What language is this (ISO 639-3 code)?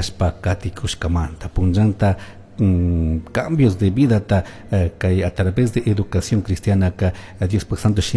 qug